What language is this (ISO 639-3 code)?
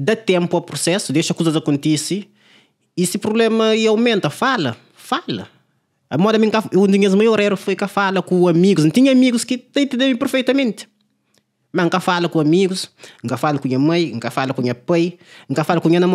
kea